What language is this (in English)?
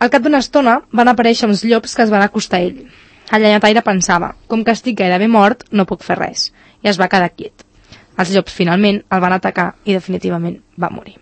Catalan